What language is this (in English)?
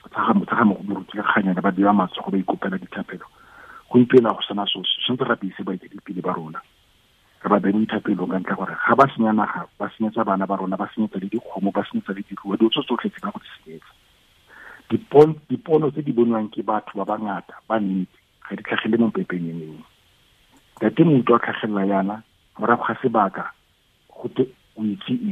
Tswana